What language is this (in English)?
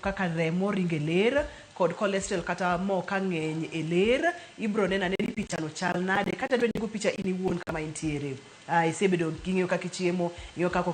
Luo (Kenya and Tanzania)